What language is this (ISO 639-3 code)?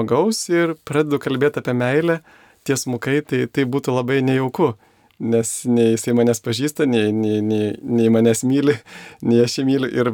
lit